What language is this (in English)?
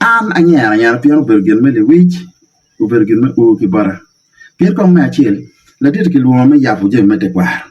Acoli